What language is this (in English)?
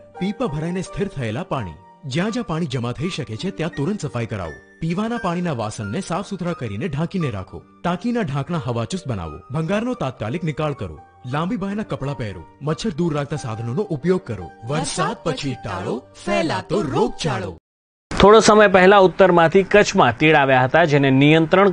Gujarati